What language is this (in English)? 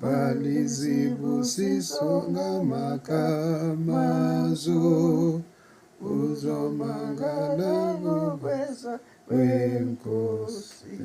Zulu